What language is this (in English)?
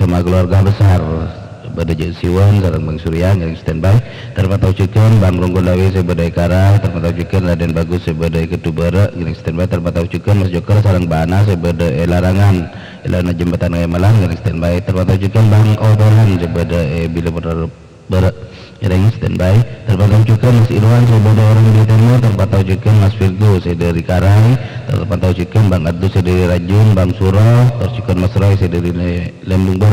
Madurese